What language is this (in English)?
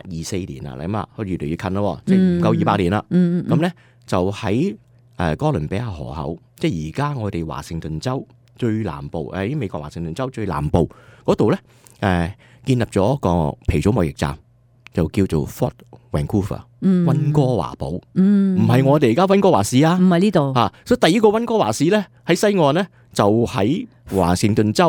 Cantonese